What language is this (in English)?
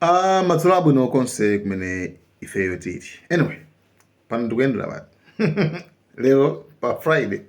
Nyanja